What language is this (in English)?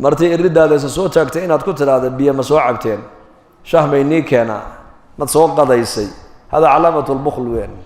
Somali